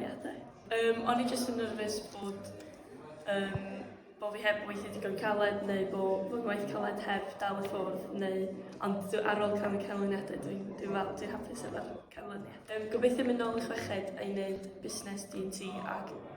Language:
Welsh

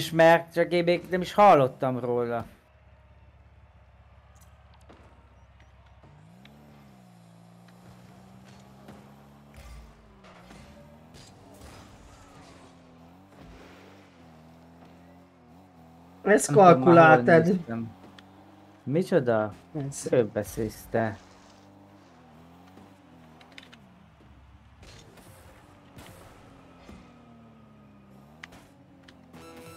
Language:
Hungarian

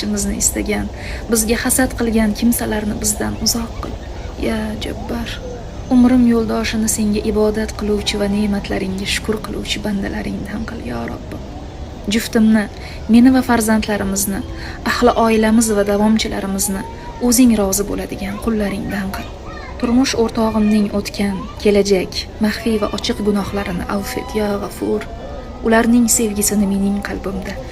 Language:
Uzbek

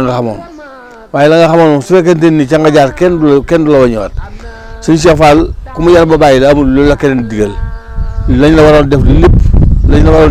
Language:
Wolof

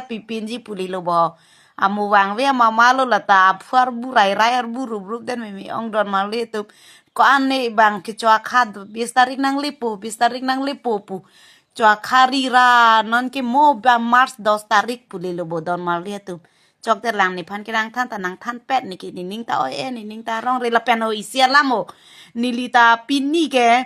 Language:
Karbi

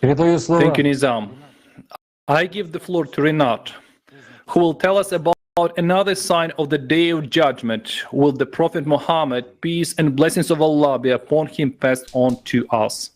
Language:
Nyanja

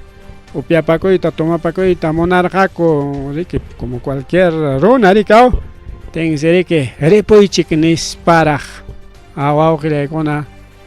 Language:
Ayacucho Quechua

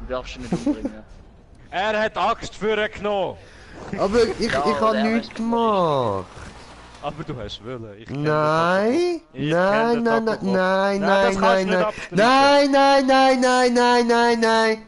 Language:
Swiss German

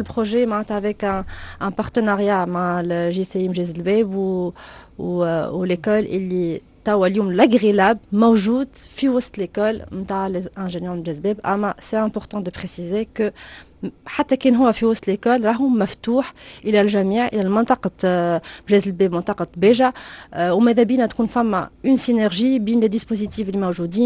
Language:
Tunisian Arabic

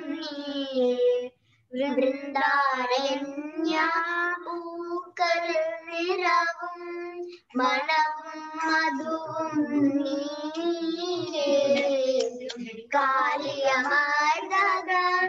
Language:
Malayalam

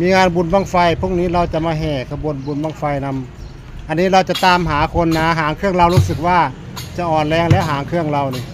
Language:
Northeastern Thai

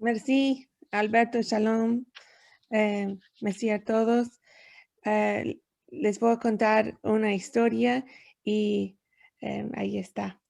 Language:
Ladino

